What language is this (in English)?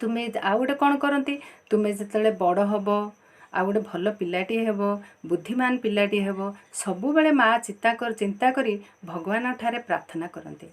Odia